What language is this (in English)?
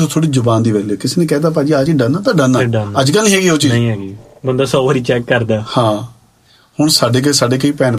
Punjabi